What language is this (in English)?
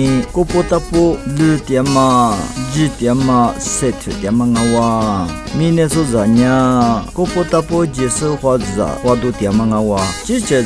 Lisu